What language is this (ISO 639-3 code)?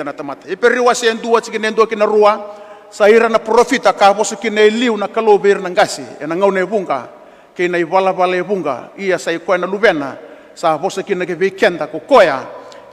fij